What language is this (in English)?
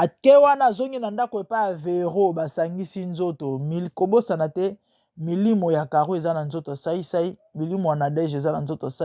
Lingala